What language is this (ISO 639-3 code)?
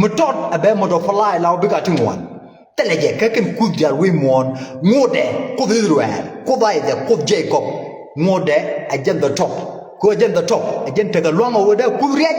nus